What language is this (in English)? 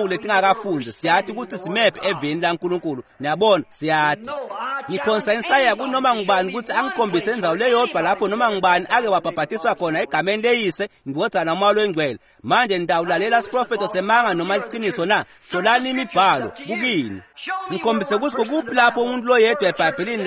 Swati